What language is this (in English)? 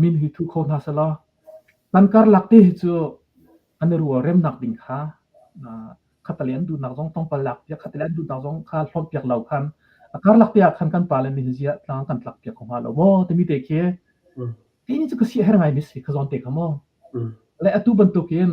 Hakha Chin